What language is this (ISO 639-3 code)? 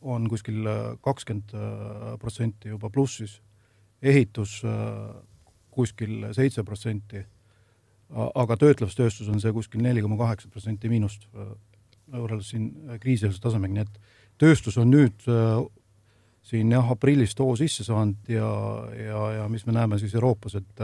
est